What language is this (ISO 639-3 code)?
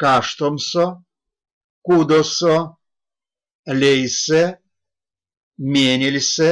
myv